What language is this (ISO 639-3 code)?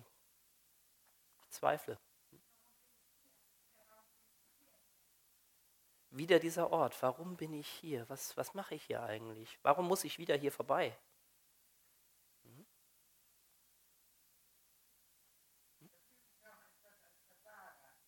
deu